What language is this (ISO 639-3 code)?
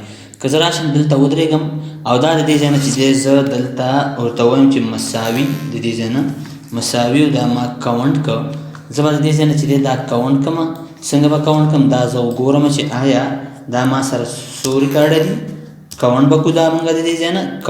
pus